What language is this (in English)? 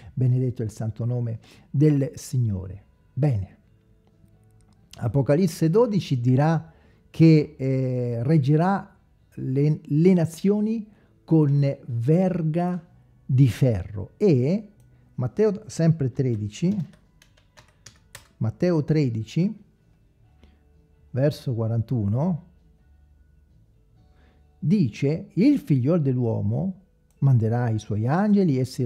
Italian